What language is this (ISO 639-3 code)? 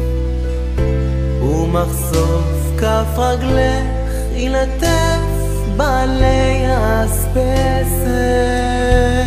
heb